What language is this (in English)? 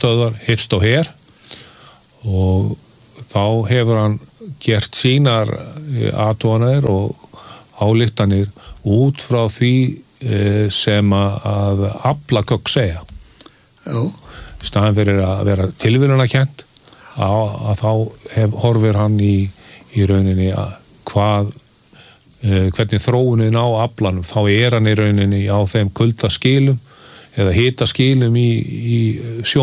Icelandic